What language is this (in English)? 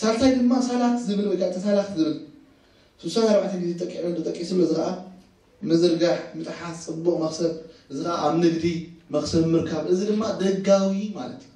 Tigrinya